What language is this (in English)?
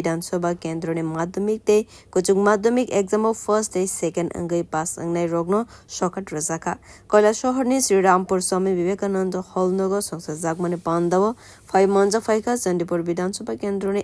Kok Borok